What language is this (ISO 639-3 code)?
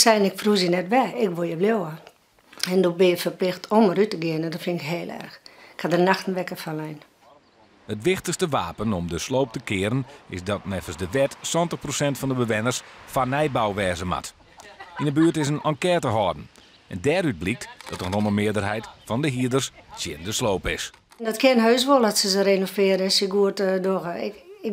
fry